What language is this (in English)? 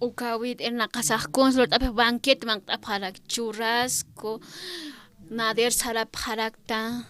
Aymara